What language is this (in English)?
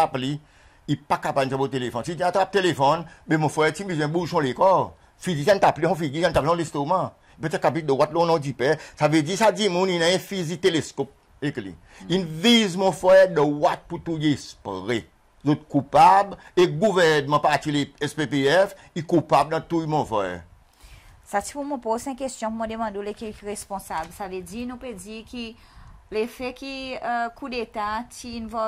Seselwa Creole French